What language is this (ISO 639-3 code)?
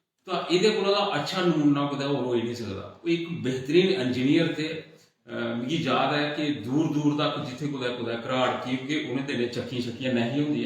doi